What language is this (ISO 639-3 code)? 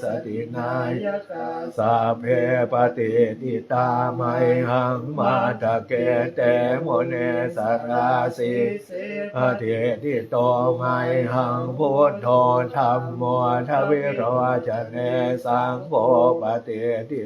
pli